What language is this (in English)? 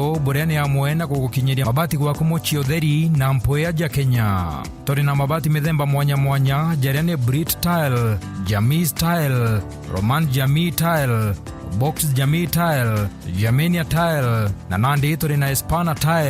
Meru